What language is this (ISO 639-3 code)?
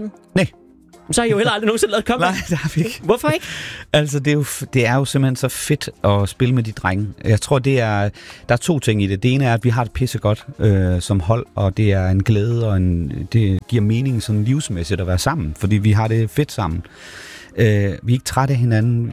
dan